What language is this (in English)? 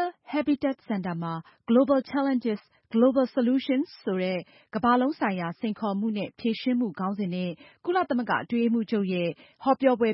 Burmese